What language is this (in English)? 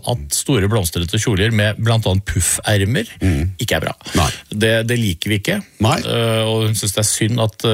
Norwegian